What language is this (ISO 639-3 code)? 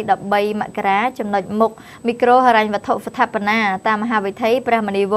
khm